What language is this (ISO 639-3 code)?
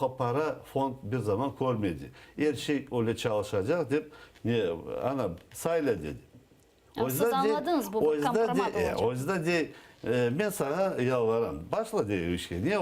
crh